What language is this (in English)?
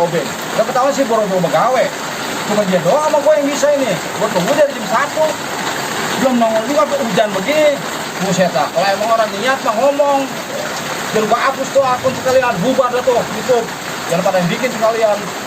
Betawi